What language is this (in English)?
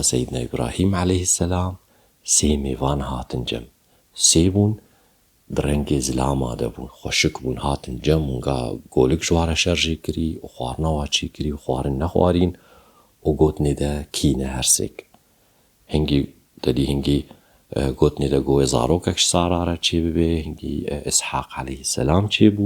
Kurdish